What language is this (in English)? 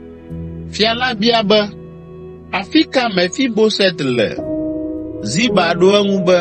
Ewe